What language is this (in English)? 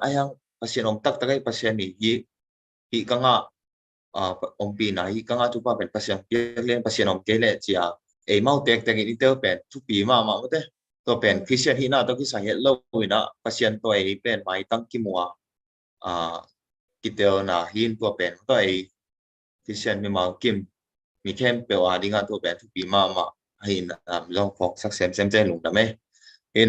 Tedim Chin